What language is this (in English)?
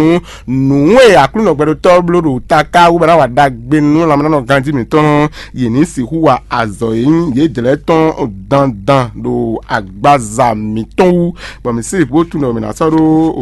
Fon